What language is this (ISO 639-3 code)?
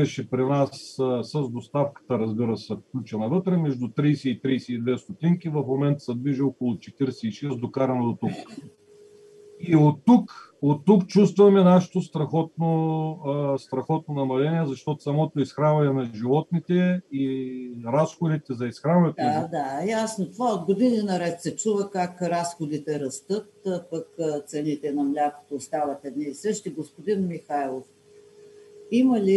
bul